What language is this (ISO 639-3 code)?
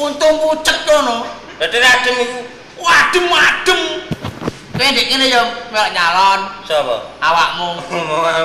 jav